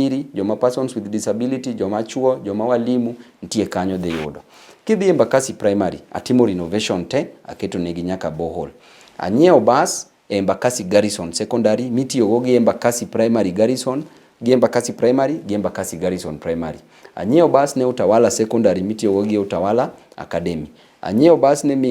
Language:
Luo (Kenya and Tanzania)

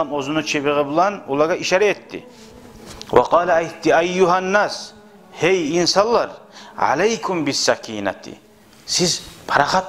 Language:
Kumyk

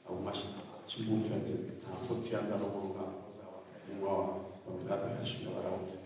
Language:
Venda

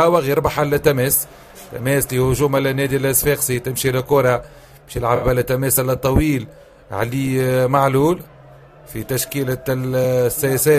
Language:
Tunisian Arabic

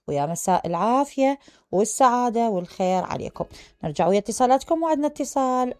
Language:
Mesopotamian Arabic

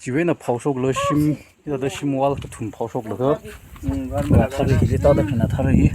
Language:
Tangkhul Naga (India)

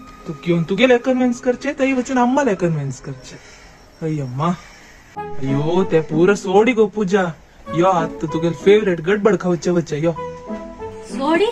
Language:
Konkani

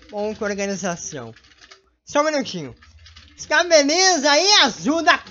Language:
Portuguese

